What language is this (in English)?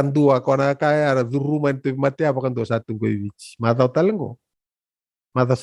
Fijian